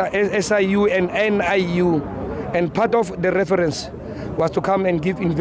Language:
Tswana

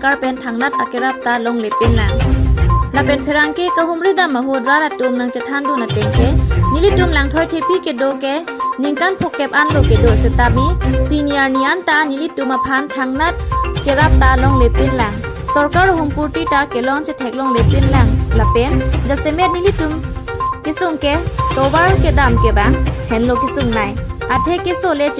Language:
Karbi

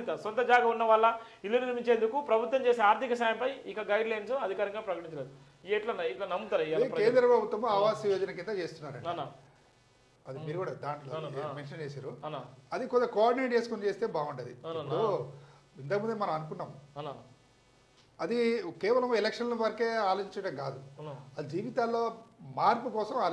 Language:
Telugu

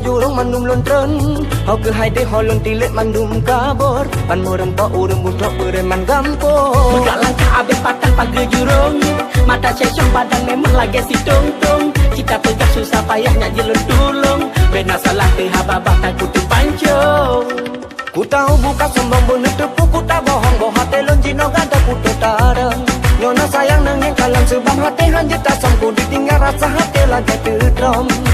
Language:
Achinese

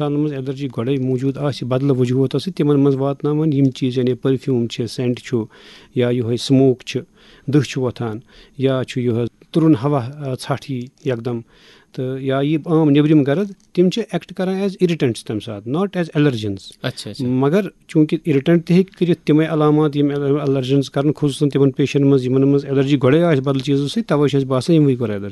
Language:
Kashmiri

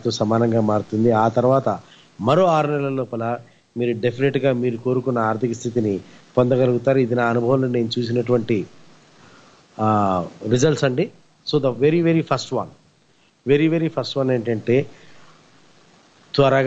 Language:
Telugu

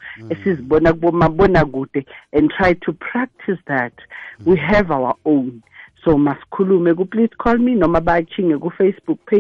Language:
South Ndebele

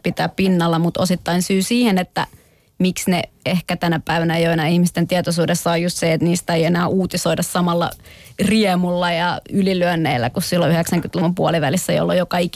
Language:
Finnish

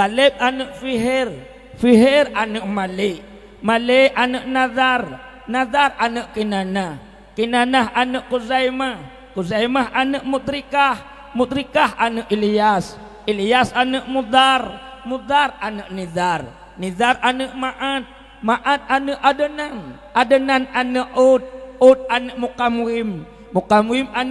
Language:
Achinese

